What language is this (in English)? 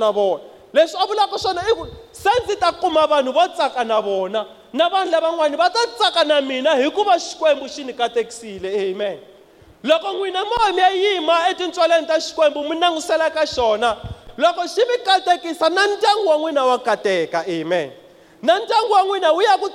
Tsonga